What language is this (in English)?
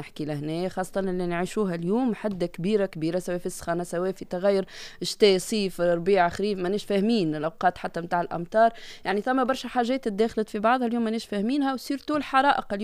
Tunisian Arabic